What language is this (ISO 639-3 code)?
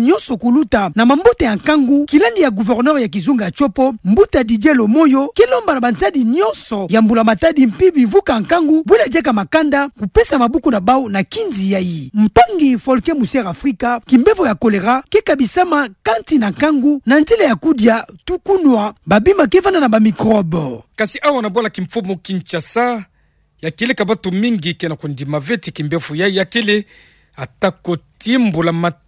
ktu